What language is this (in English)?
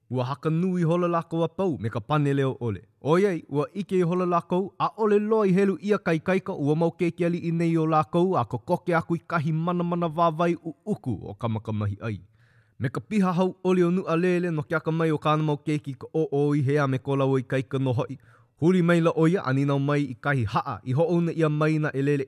Hawaiian